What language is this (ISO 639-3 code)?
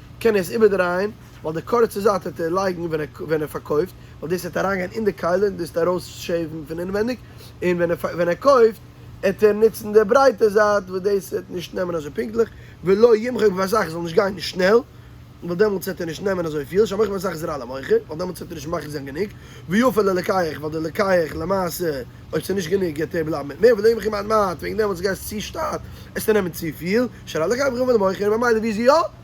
yid